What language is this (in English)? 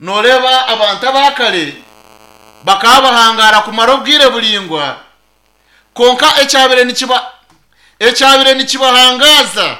Nyankole